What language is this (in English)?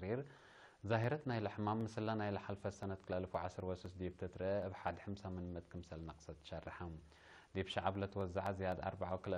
Tigre